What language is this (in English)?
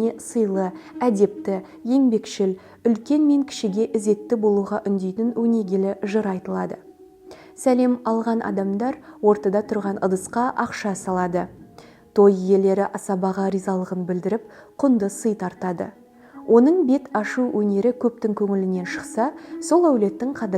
Kazakh